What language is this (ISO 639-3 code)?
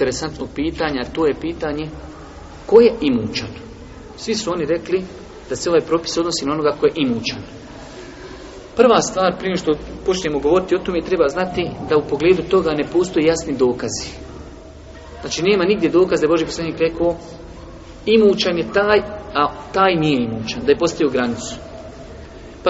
bos